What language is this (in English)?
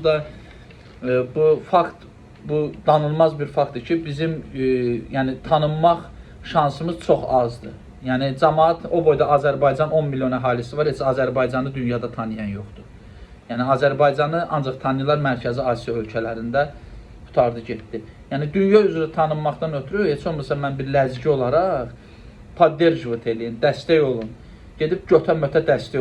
Azerbaijani